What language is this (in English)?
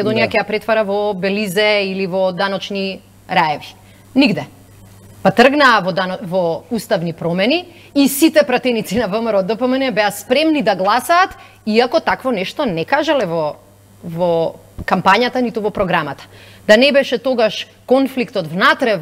Macedonian